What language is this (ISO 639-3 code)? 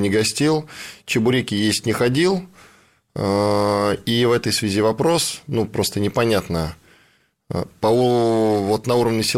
rus